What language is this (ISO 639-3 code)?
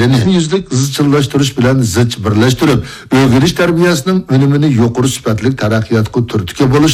uig